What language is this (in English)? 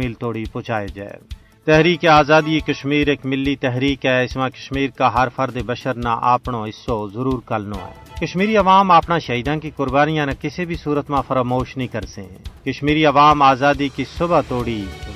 Gujari